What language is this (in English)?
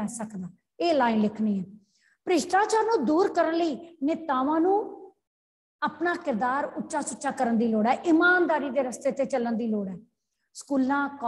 Punjabi